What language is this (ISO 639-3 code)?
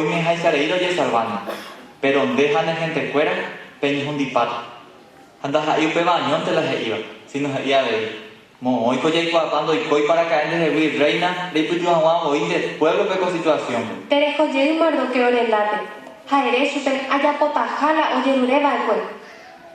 grn